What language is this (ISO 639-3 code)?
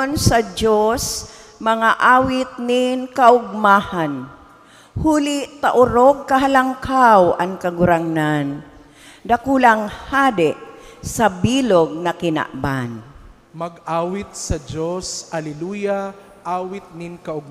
bik